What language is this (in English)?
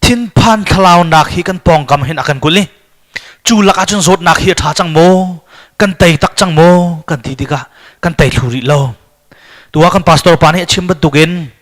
Hakha Chin